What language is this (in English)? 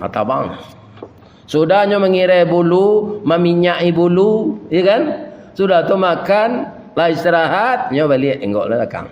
Minangkabau